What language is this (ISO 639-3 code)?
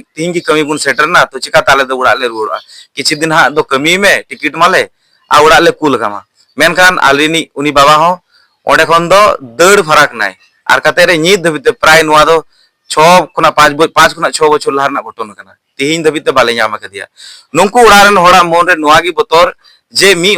sat